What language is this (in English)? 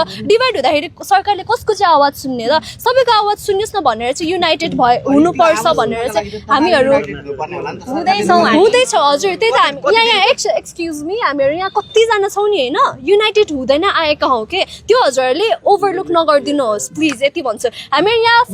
Nepali